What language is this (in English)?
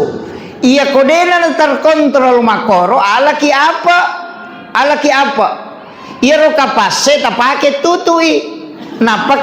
Buginese